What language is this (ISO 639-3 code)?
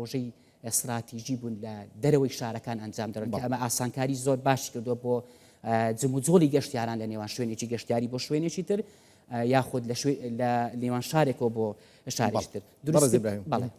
ckb